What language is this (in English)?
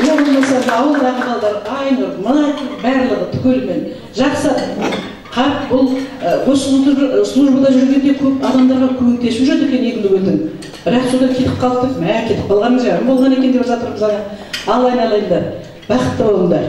Kazakh